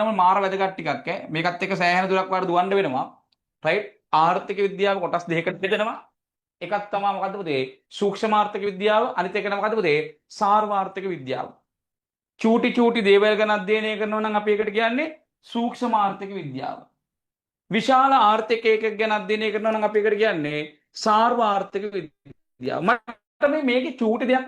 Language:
Sinhala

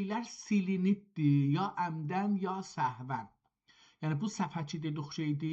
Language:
South Azerbaijani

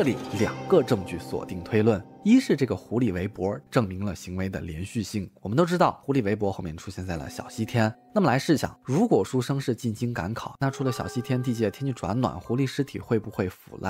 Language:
Chinese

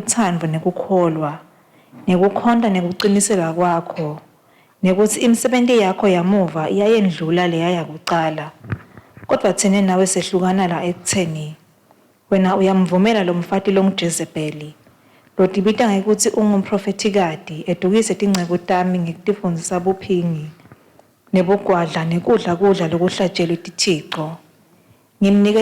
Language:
Swati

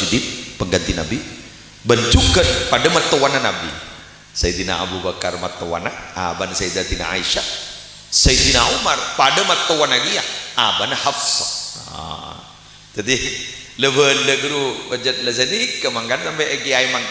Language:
Madurese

